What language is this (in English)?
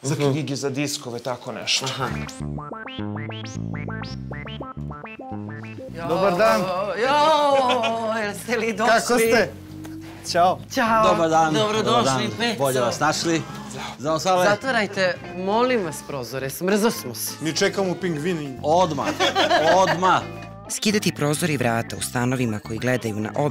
Serbian